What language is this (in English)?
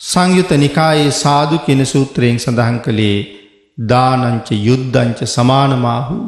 Sinhala